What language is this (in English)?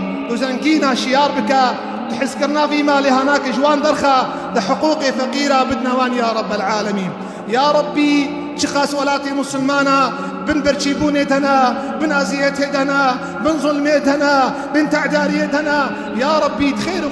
Kurdish